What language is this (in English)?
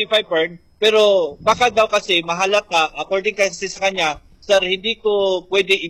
Filipino